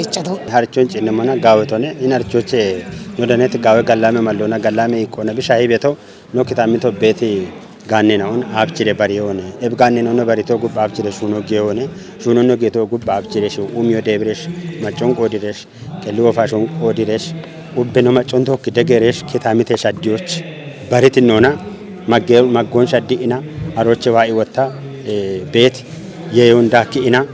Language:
Kafa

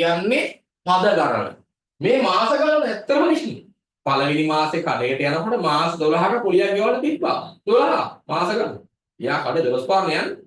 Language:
Sinhala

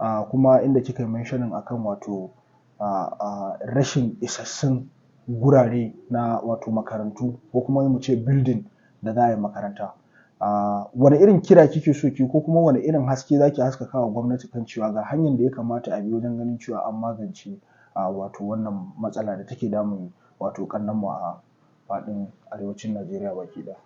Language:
Hausa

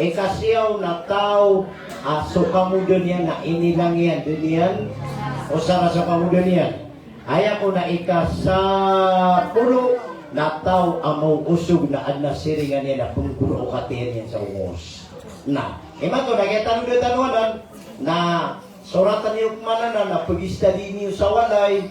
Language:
Maranao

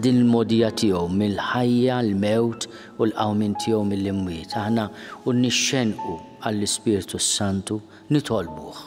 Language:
Maltese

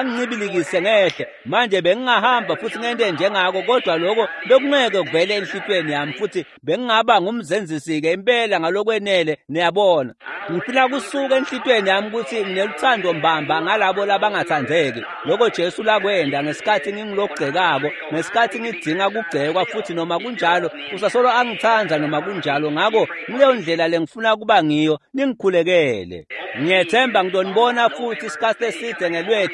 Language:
Swati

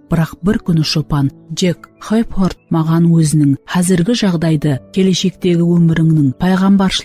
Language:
Kara-Kalpak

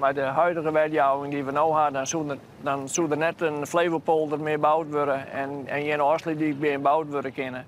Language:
Western Frisian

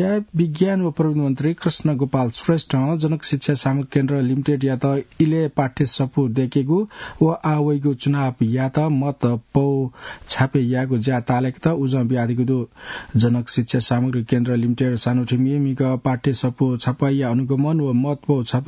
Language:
Newari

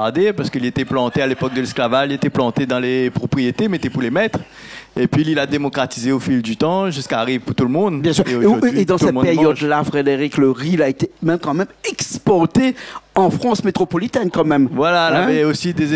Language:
Réunion Creole French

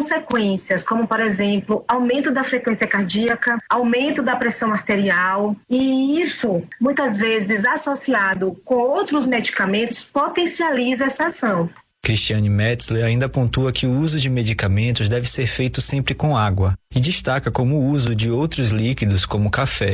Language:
Portuguese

